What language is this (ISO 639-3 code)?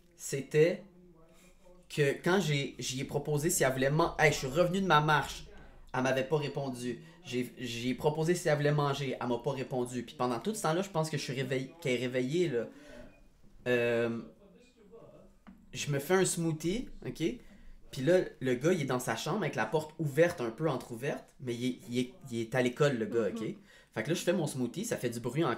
fra